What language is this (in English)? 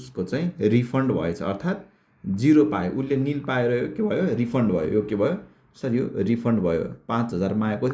Nepali